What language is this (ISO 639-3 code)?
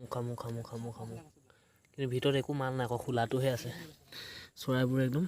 asm